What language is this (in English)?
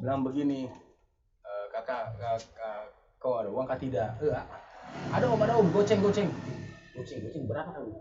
Betawi